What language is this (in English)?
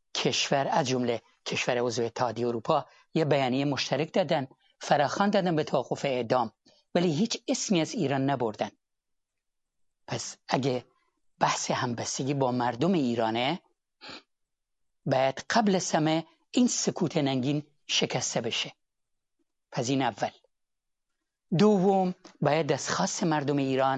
Persian